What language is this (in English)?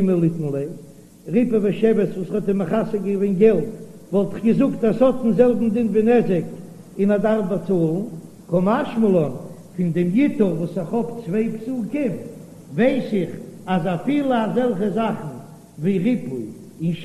Yiddish